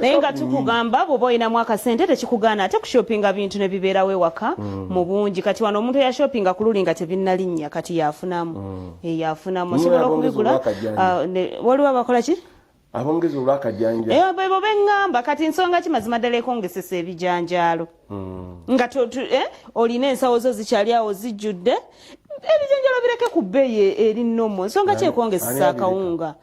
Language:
Ganda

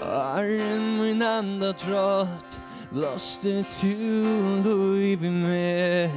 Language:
Faroese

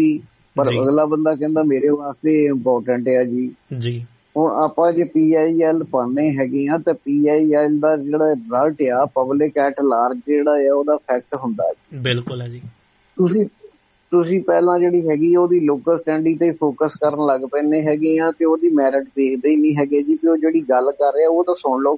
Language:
Punjabi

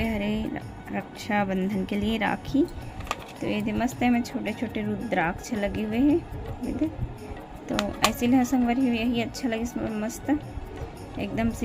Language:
Chhattisgarhi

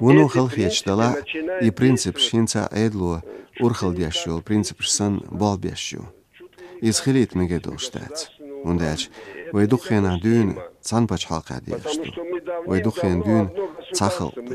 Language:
Chechen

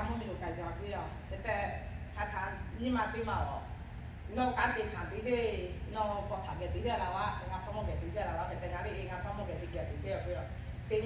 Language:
Lahu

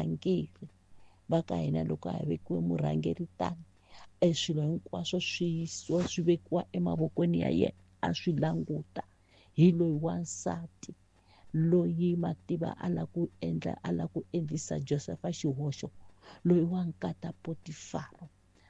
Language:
Tsonga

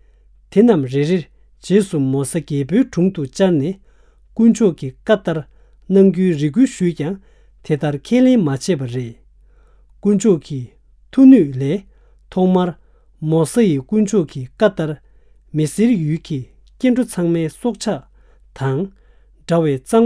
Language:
Tibetan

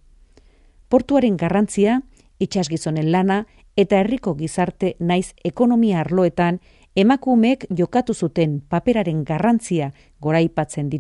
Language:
Basque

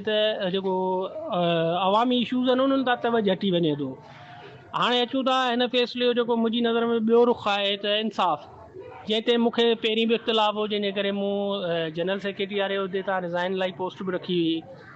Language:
Sindhi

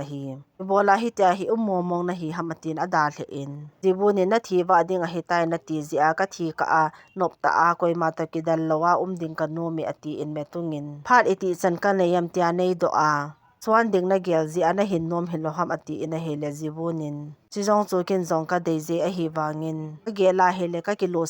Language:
Thado Chin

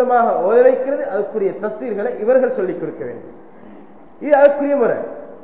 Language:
Tamil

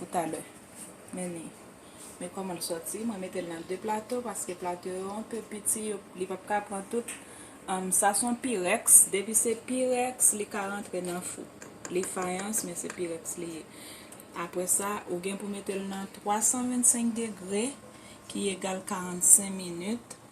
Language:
Haitian Creole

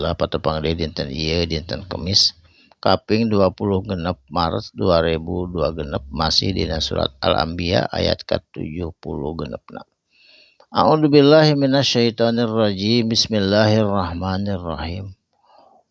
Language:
Sundanese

